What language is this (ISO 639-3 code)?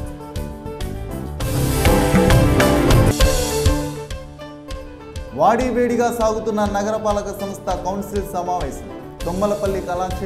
tel